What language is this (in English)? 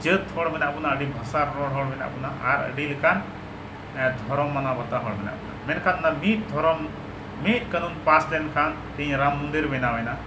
Santali